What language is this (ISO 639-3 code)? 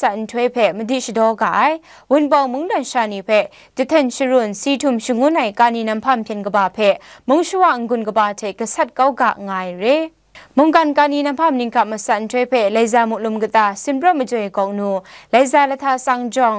kac